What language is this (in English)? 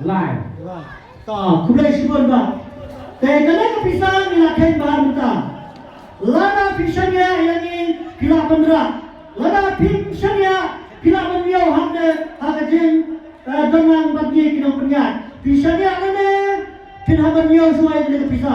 Khasi